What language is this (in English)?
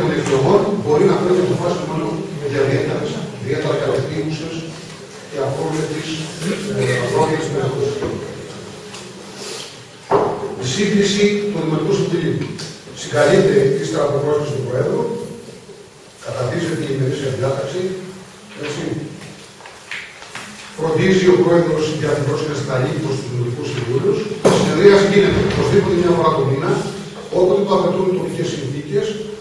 Greek